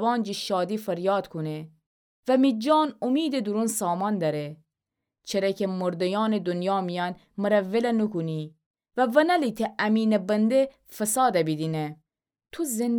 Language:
Gilaki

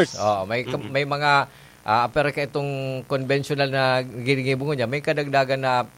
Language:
Bikol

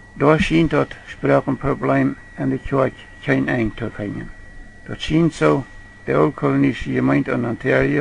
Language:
Plautdietsch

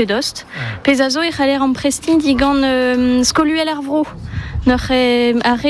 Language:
Breton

